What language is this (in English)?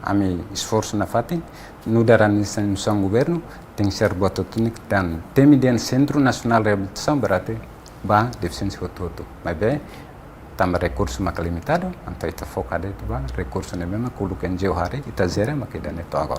Tetum